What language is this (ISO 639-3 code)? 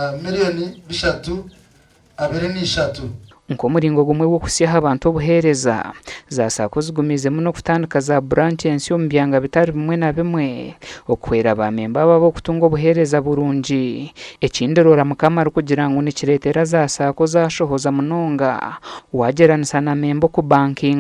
nyn